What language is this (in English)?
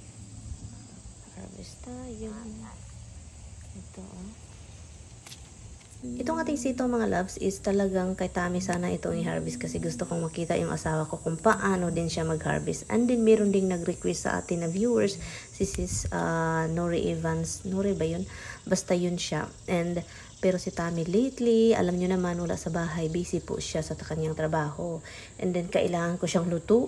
Filipino